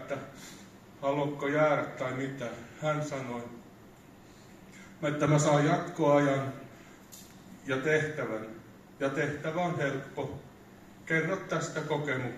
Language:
Finnish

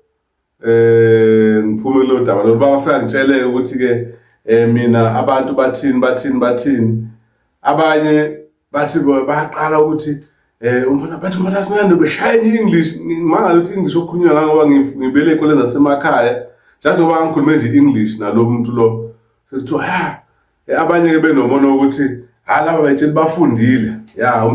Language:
Zulu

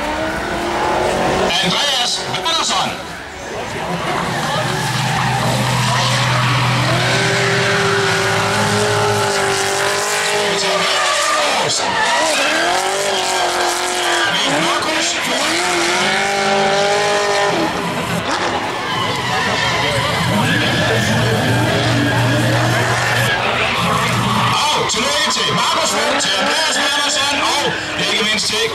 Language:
Danish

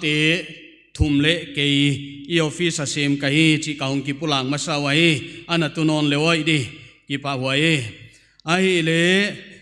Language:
Paite Chin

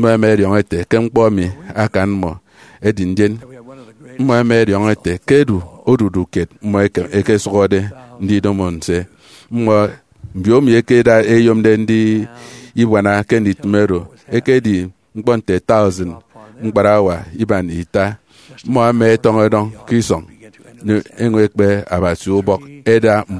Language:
Efik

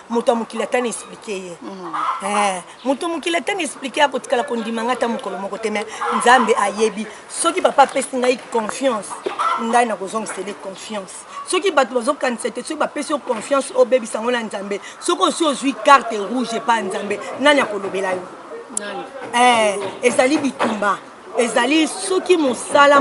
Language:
Lingala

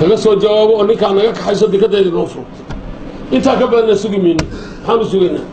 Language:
Somali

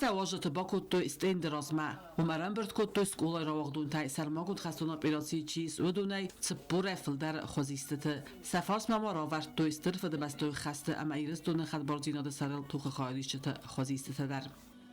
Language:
Ossetic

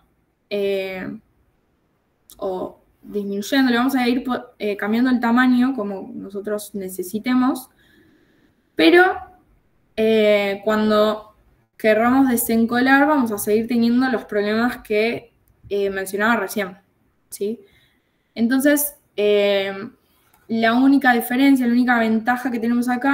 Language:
Spanish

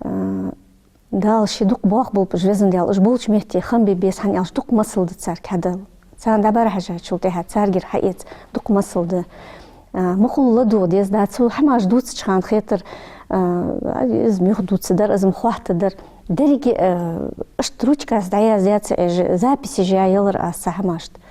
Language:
Ingush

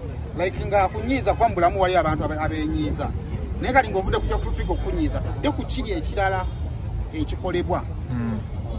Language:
Ganda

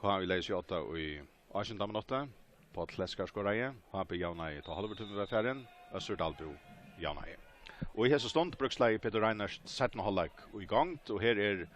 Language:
Faroese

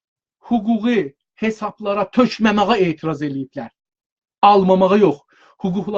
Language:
South Azerbaijani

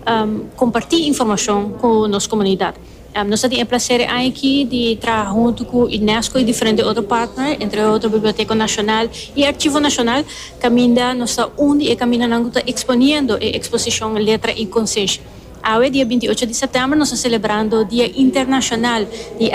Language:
Papiamento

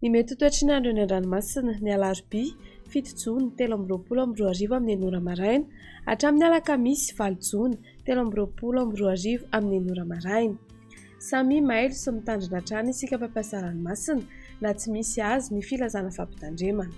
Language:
Malagasy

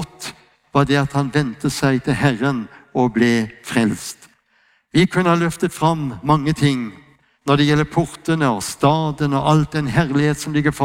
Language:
Norwegian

